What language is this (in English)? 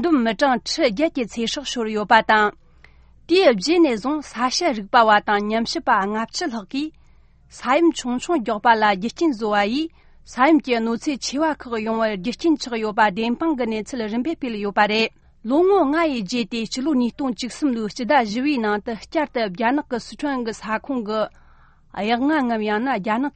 Tibetan